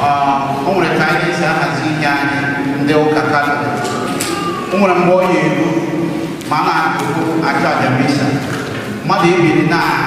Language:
Igbo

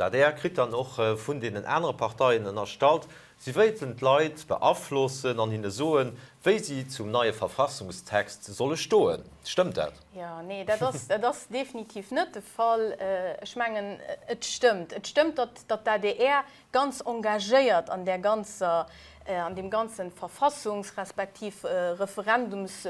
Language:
Luxembourgish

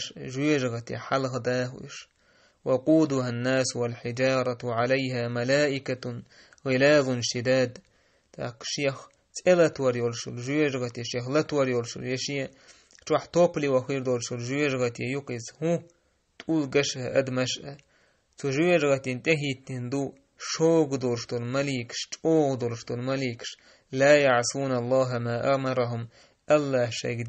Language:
Chechen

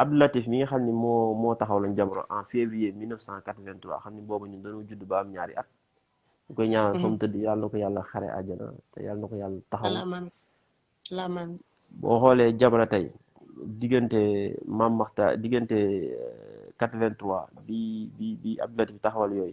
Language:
Wolof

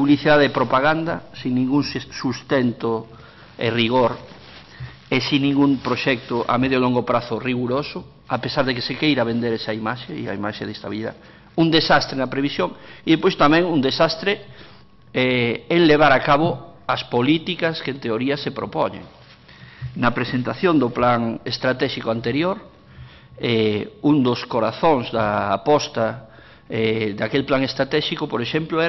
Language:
Galician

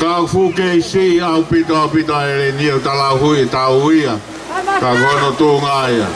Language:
Tongan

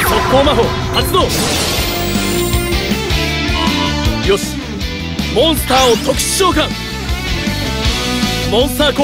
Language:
Japanese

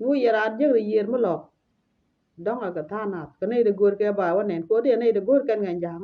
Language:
Nuer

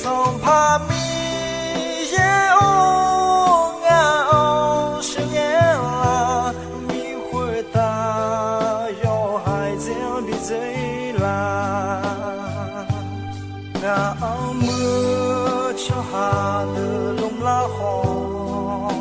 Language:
Akha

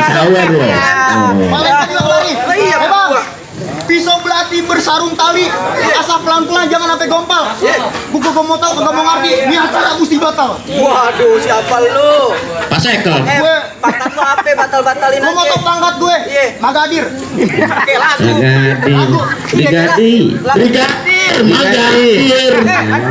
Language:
Betawi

